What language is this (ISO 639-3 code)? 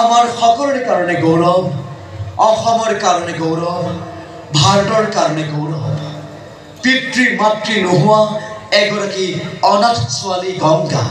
asm